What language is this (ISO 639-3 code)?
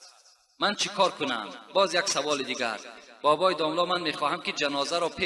tgk